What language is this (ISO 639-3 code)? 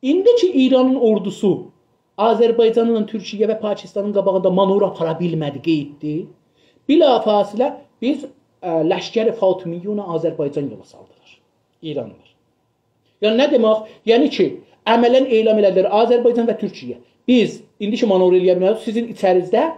azb